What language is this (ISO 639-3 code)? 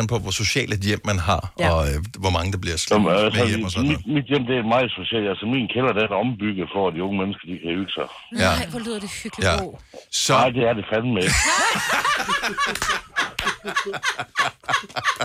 dan